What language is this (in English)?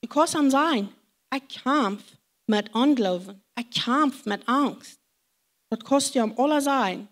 Plautdietsch